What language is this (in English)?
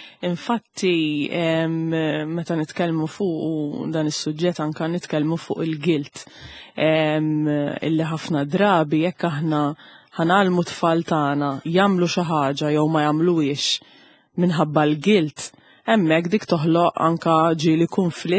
Maltese